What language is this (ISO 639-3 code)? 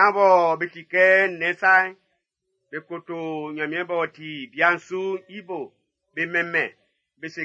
bci